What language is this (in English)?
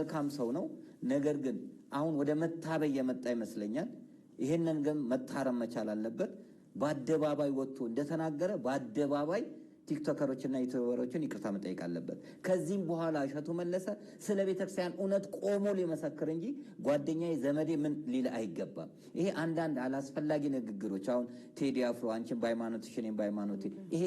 Amharic